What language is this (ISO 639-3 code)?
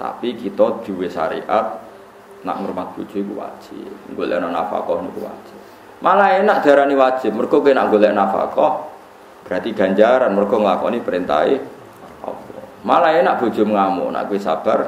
jav